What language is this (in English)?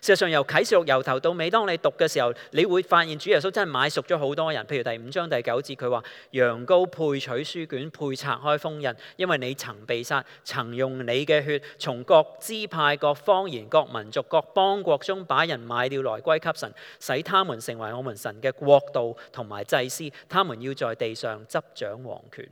Cantonese